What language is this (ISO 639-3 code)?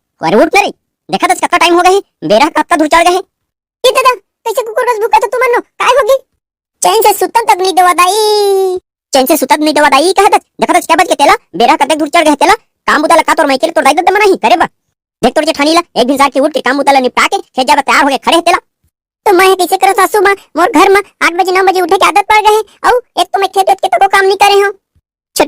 hne